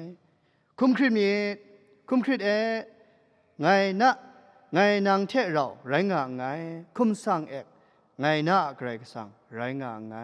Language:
Kachin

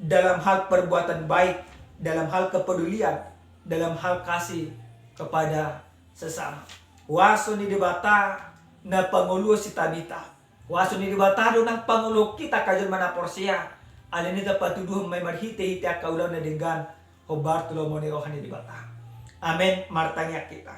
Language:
Batak Toba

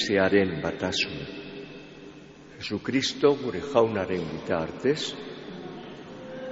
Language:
Basque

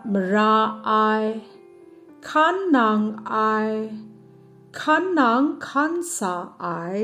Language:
Kachin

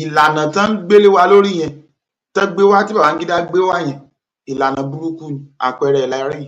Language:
Yoruba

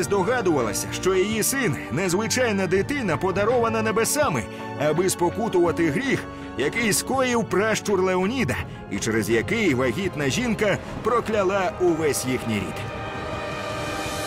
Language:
Ukrainian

